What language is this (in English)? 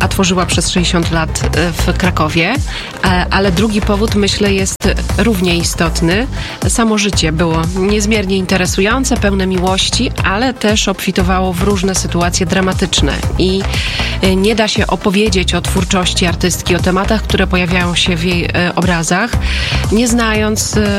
Polish